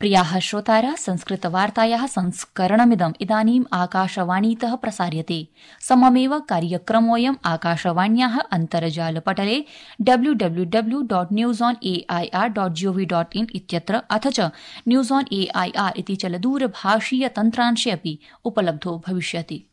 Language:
Sanskrit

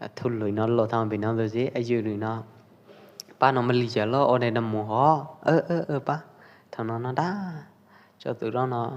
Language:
Pwo Eastern Karen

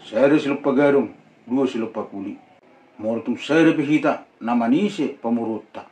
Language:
Batak Toba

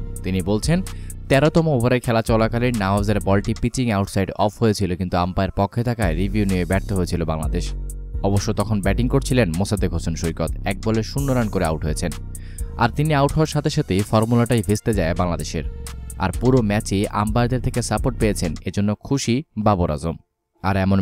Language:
Bangla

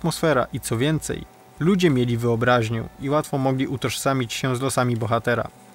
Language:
Polish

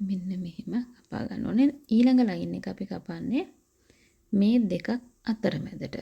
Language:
Sinhala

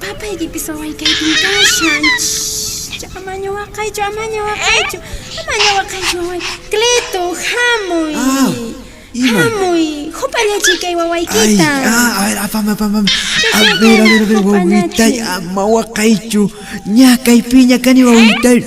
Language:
Puno Quechua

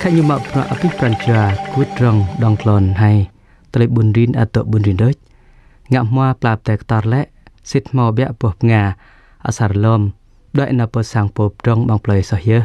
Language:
Jarai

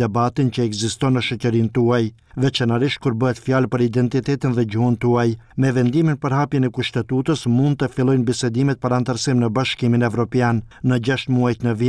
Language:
Albanian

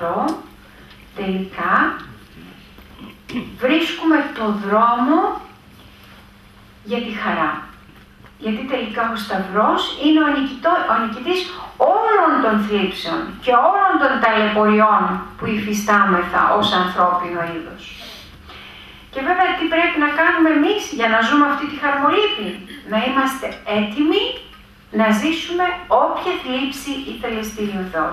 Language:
Greek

